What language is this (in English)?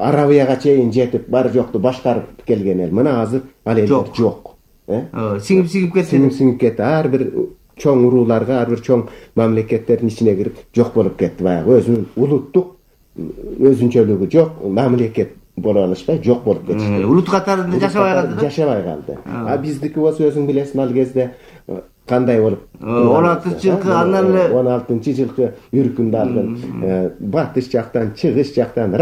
Kyrgyz